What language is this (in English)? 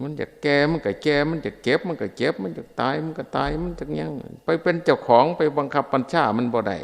Northeastern Thai